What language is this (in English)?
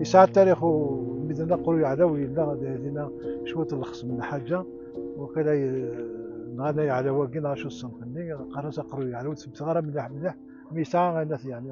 Kabyle